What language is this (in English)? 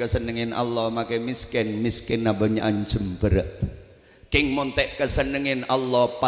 Madurese